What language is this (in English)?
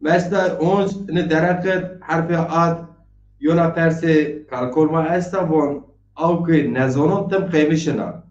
Zaza